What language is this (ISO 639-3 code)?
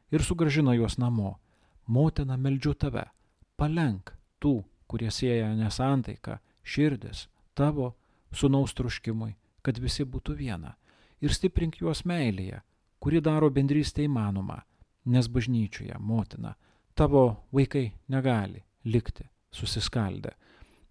lit